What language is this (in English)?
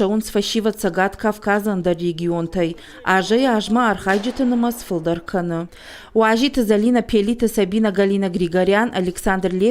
Ossetic